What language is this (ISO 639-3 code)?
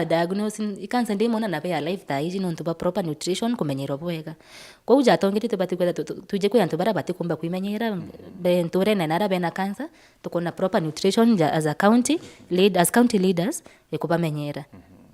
mer